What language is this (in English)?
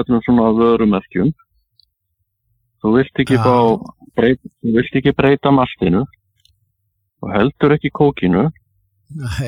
Icelandic